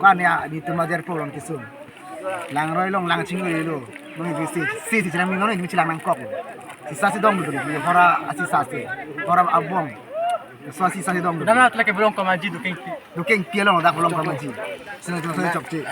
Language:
Karbi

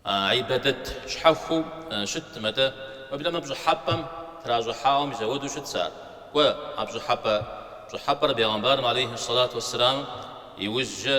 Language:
Kabardian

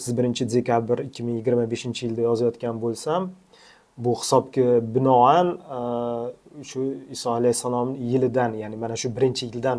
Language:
Uzbek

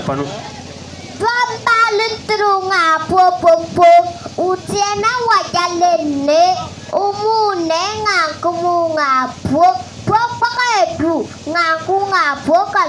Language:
Bimoba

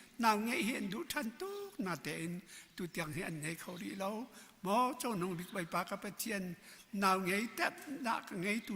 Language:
Hakha Chin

